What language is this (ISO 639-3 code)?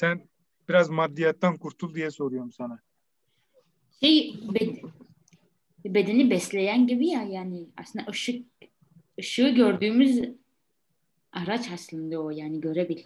tur